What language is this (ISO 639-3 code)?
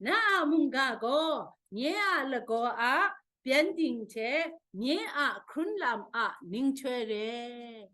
kac